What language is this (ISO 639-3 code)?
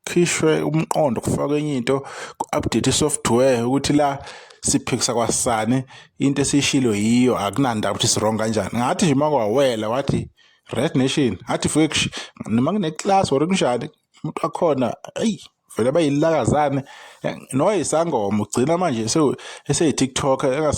zul